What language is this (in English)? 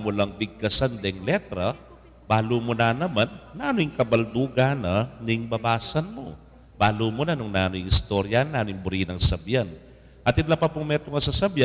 Pampanga